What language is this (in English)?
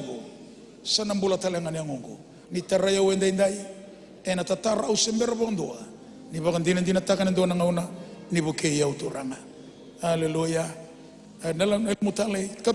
Fijian